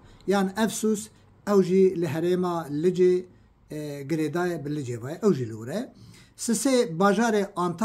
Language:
Kurdish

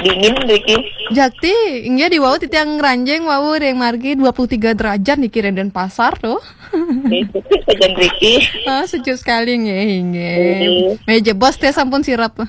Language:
Balinese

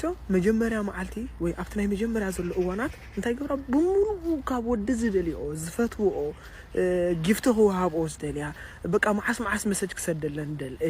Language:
Tigrinya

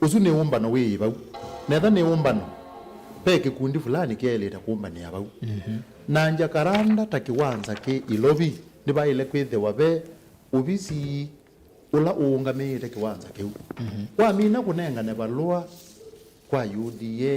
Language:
Kamba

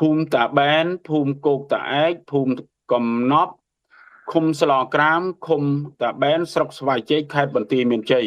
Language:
Khmer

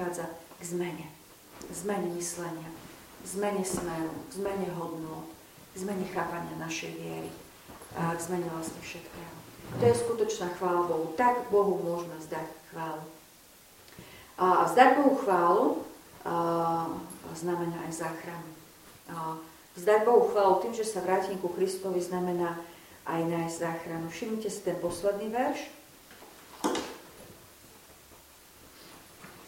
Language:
Slovak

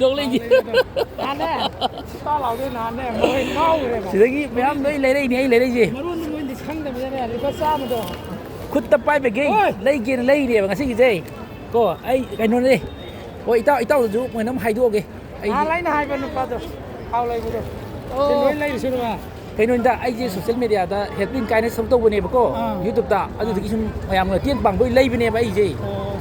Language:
Manipuri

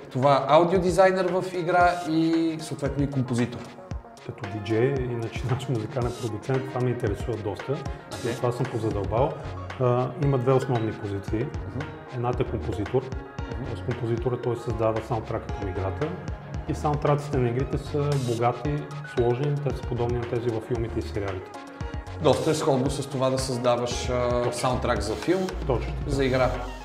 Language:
Bulgarian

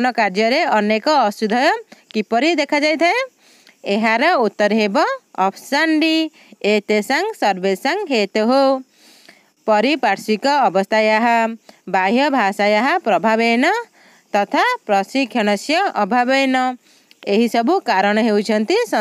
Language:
Odia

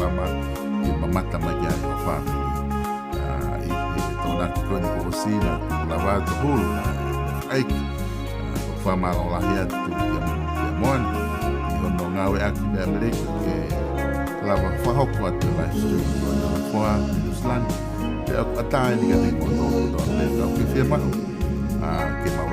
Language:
Tongan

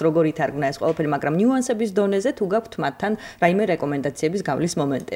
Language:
Georgian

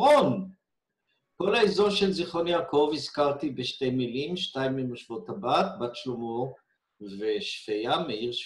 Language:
Hebrew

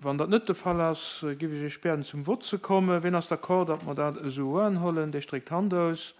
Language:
Luxembourgish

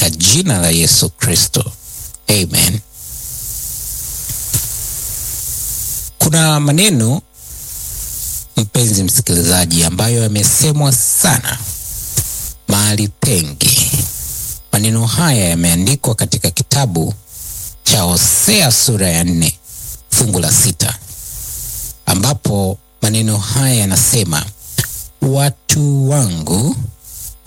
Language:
Swahili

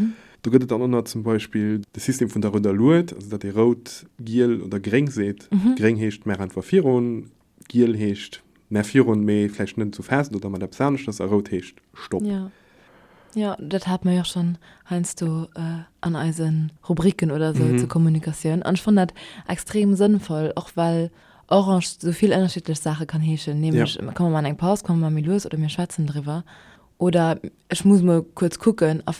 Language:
Luxembourgish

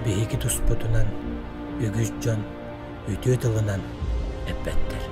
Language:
Yakut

